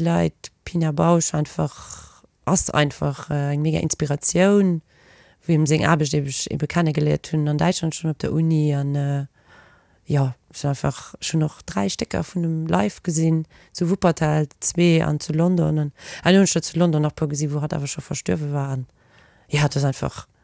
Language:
Luxembourgish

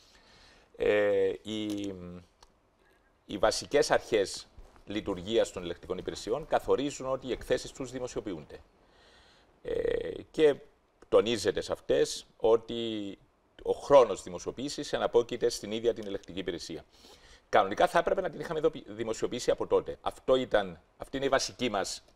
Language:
Greek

